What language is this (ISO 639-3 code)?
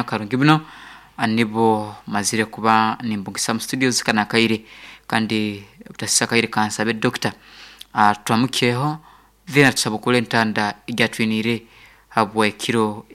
nyn